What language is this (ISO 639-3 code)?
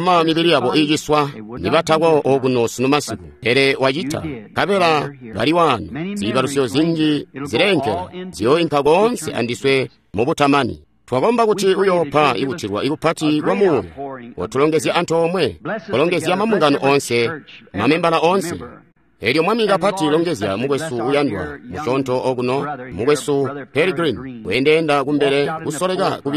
toi